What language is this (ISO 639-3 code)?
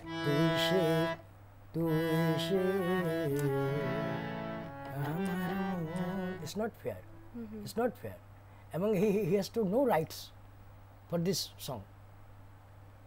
ben